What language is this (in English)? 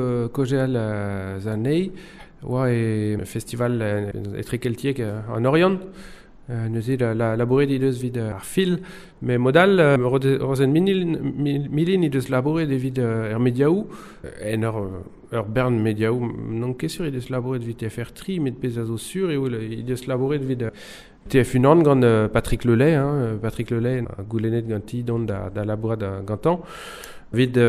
Breton